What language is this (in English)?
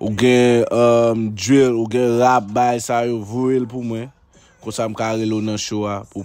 Haitian Creole